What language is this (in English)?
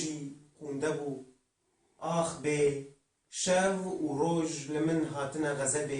Kurdish